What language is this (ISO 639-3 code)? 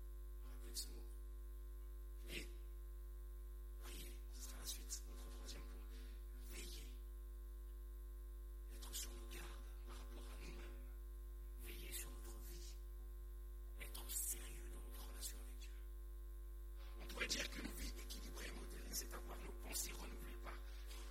fra